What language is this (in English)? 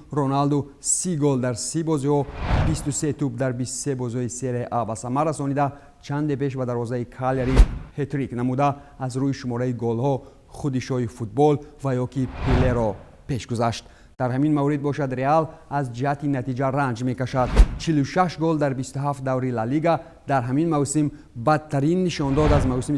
Tajik